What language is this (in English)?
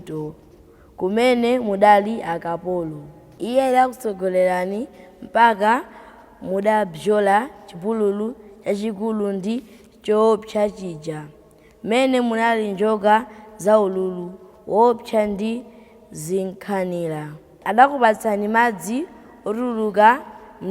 Nyanja